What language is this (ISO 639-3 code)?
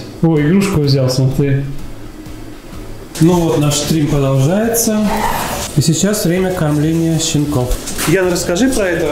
rus